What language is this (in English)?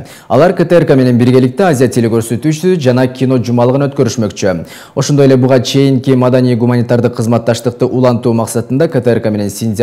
Kyrgyz